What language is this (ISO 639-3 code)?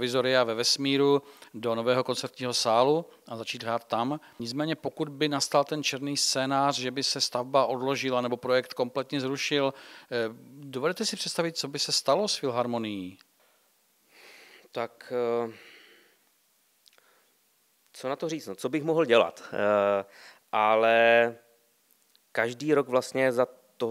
ces